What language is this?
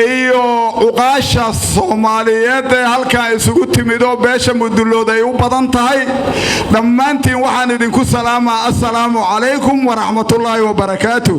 Somali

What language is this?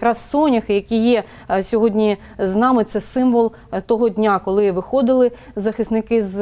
Ukrainian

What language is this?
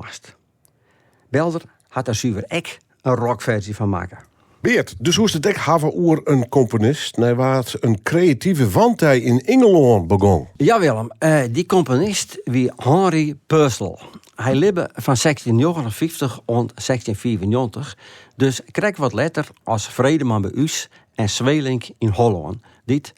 Western Frisian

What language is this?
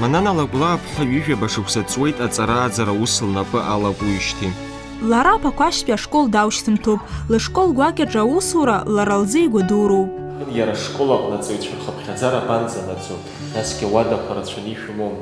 Abkhazian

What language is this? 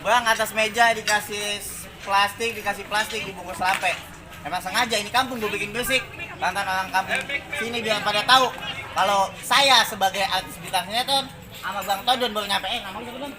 Betawi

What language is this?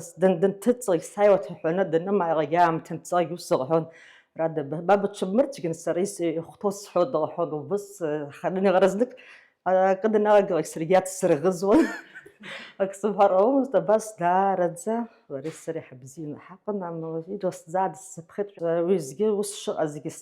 Abkhazian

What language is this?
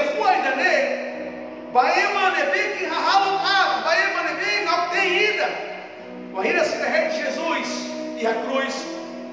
Tetum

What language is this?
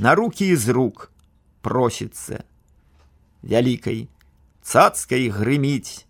Belarusian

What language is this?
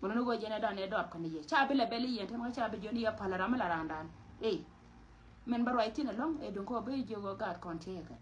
Nuer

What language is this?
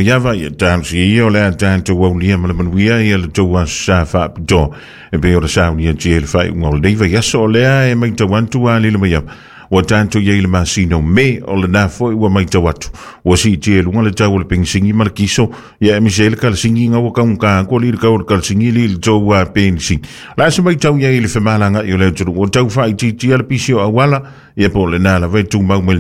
Samoan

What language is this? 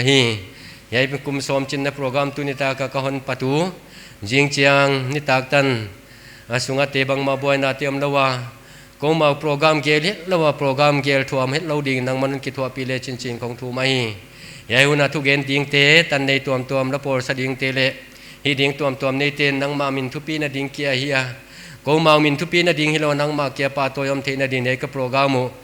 Paite Chin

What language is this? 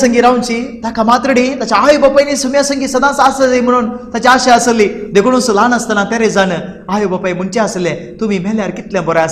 Konkani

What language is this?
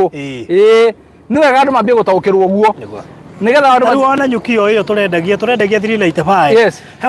Kikuyu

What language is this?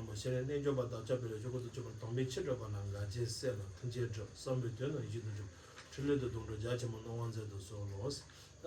Tibetan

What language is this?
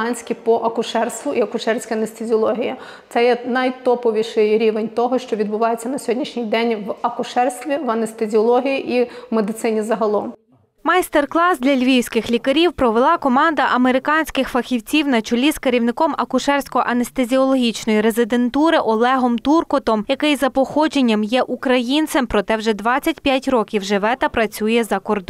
Ukrainian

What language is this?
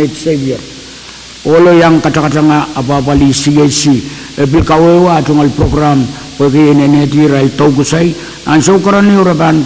Pohnpeian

